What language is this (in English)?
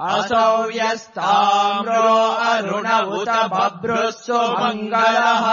Sanskrit